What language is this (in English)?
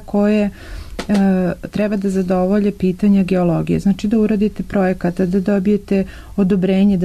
Serbian